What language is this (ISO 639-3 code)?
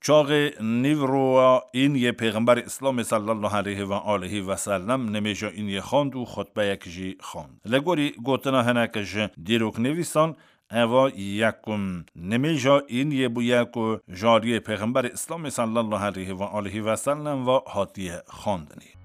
kur